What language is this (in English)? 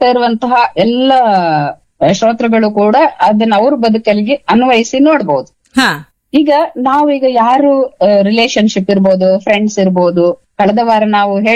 Kannada